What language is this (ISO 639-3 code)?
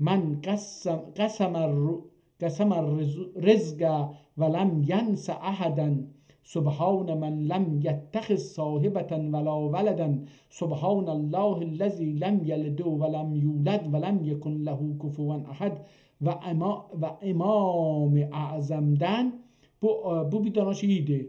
azb